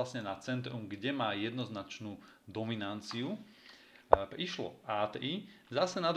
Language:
Slovak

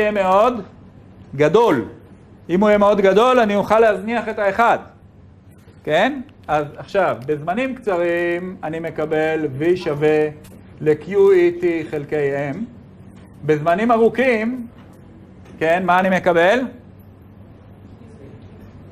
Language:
Hebrew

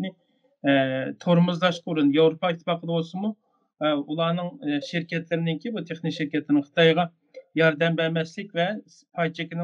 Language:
Uyghur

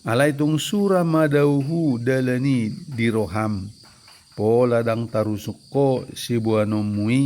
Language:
Batak Toba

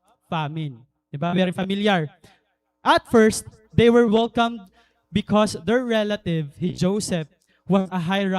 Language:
Waray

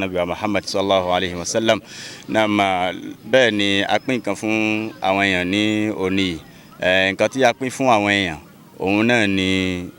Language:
Yoruba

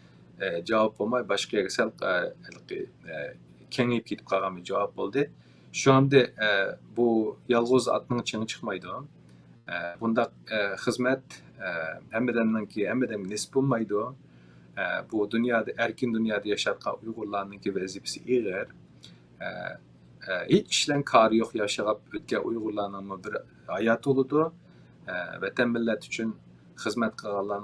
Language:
Uyghur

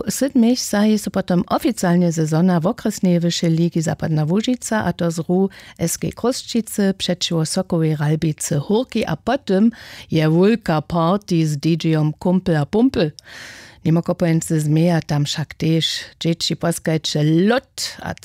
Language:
Upper Sorbian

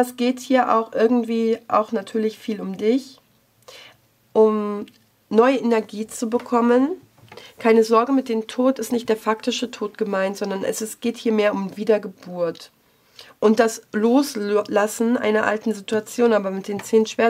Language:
German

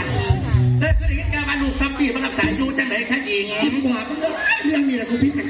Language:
Northeastern Thai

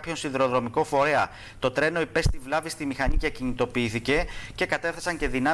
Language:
Greek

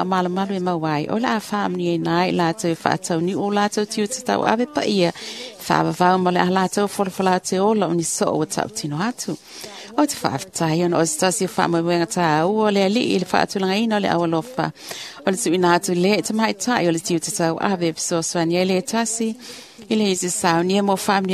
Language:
Samoan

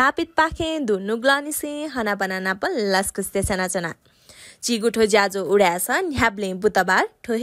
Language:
Newari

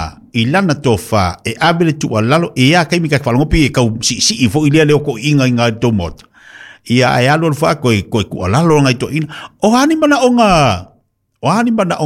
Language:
Samoan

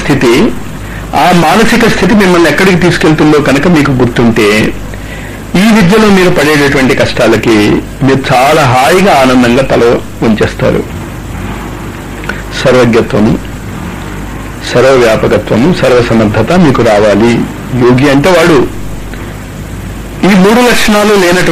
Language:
Telugu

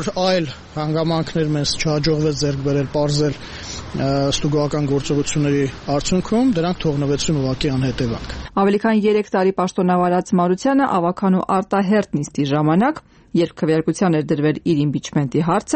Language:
Armenian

